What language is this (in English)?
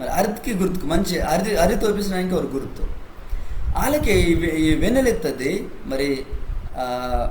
Koya